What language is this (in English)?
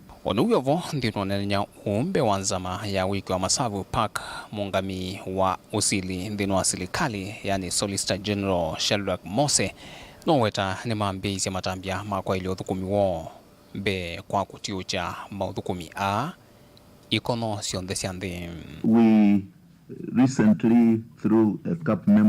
Kamba